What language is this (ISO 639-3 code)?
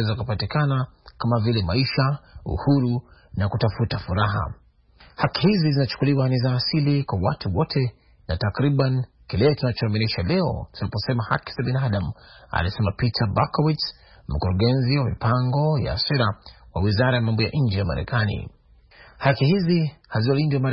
swa